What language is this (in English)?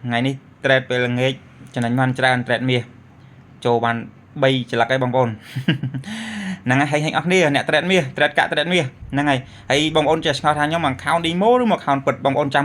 Khmer